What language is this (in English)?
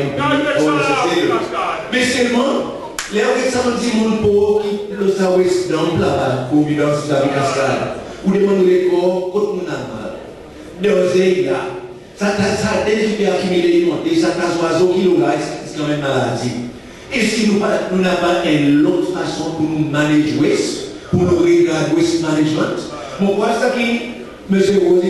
Seselwa Creole French